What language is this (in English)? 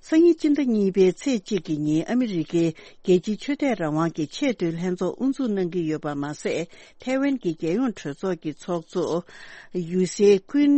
Tibetan